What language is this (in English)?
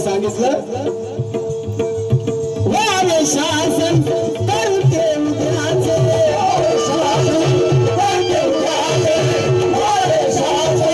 Marathi